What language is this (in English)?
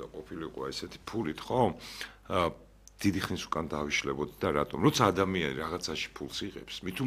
Georgian